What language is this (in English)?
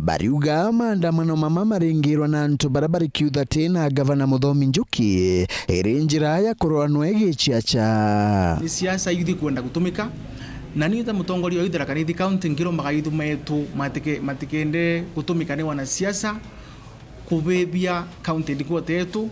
Meru